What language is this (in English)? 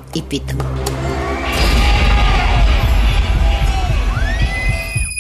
Bulgarian